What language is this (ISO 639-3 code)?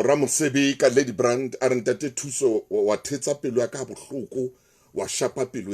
sot